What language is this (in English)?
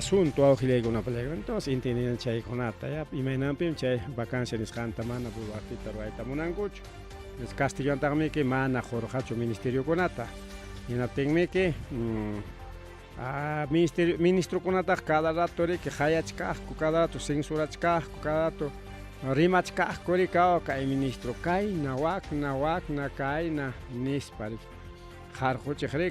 Ayacucho Quechua